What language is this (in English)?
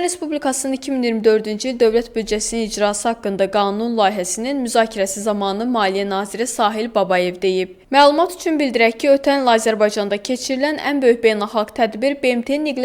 Azerbaijani